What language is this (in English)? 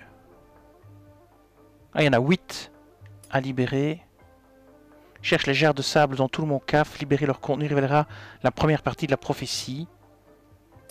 French